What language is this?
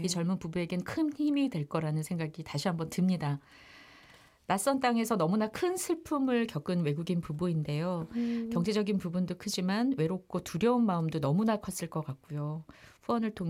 Korean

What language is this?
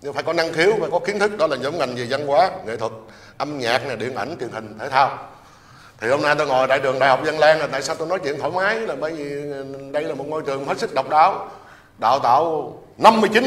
Vietnamese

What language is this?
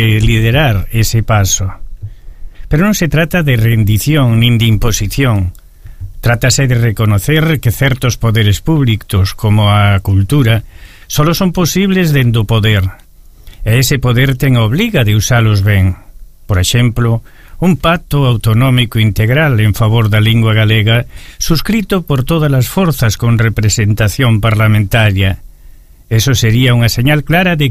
Galician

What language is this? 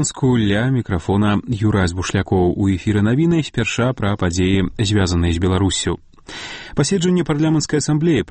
Belarusian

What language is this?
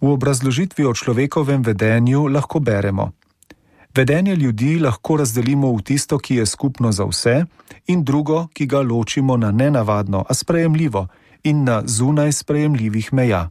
Slovenian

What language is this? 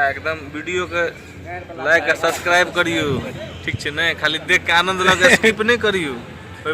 Maithili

